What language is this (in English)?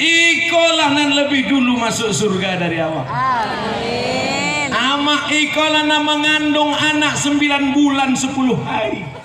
Minangkabau